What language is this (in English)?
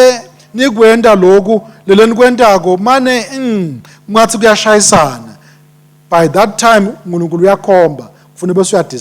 Swati